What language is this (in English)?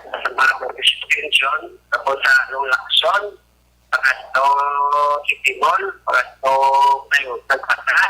Hiligaynon